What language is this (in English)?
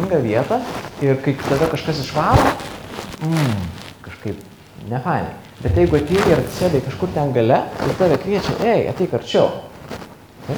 Lithuanian